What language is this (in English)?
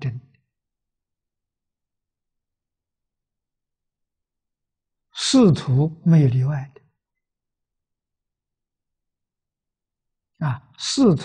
Chinese